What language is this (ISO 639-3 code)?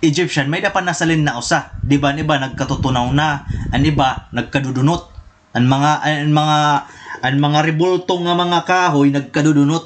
war